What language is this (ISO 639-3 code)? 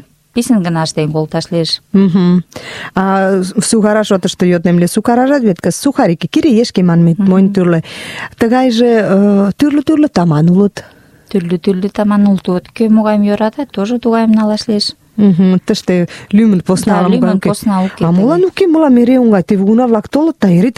chm